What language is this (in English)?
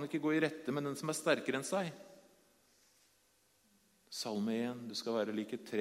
Norwegian